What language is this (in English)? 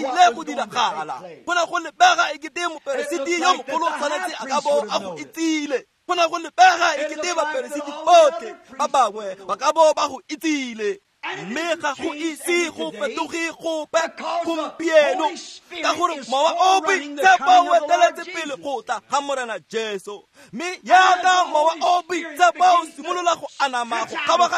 Tswana